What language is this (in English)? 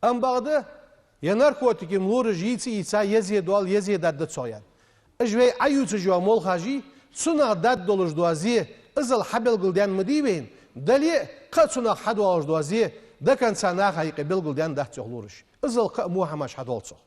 Ingush